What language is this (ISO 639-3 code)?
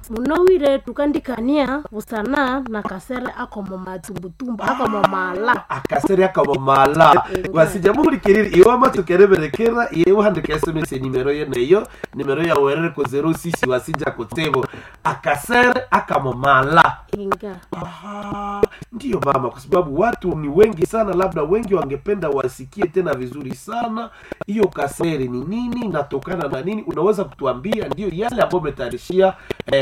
swa